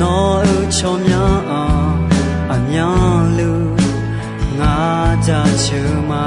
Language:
Akha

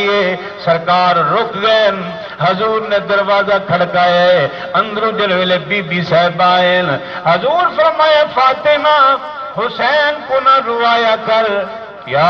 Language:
Saraiki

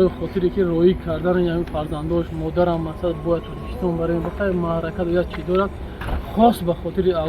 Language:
Tajik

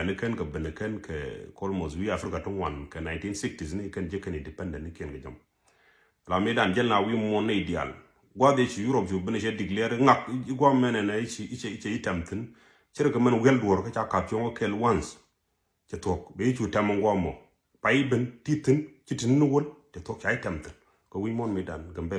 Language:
Nuer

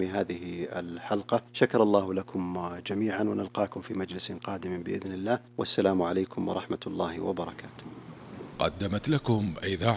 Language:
Arabic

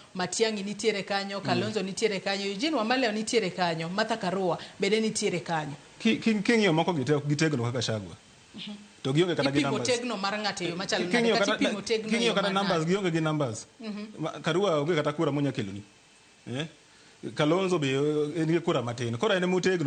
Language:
Luo (Kenya and Tanzania)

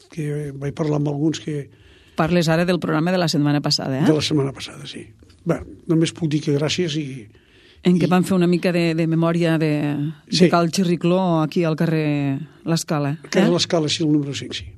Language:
Catalan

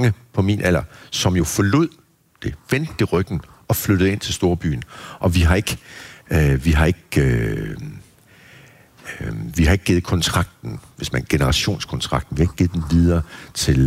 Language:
Danish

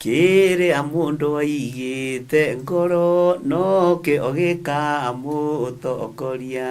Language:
Kikuyu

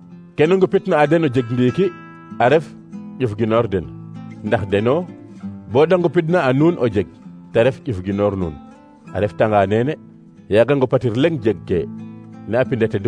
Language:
Serer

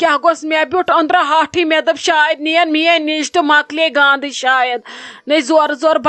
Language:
Kashmiri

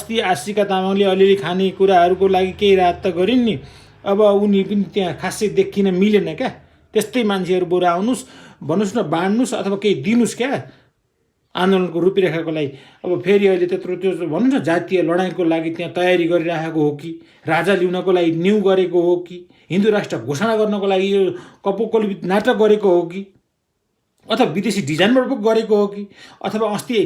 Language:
Nepali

